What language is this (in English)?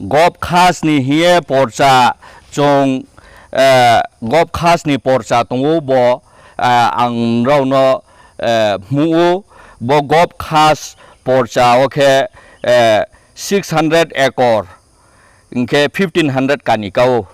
Riang (India)